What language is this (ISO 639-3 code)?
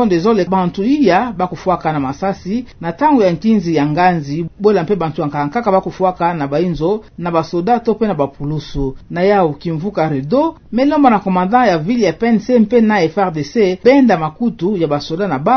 ktu